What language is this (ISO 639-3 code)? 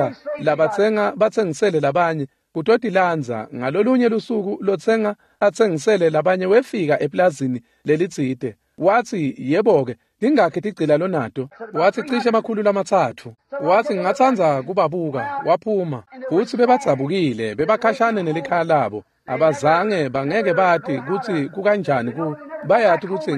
ssw